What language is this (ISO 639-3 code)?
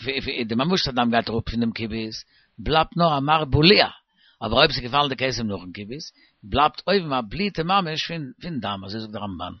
yid